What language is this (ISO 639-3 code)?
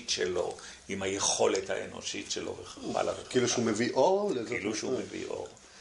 heb